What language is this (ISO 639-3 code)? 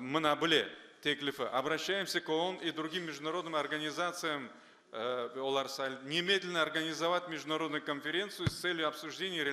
crh